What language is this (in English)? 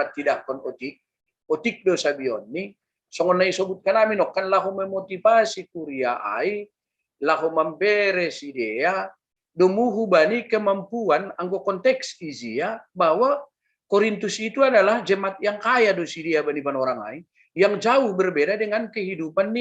Batak Simalungun